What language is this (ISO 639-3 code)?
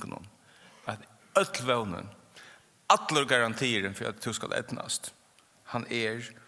fao